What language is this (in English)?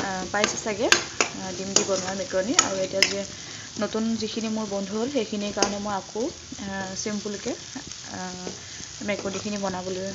Assamese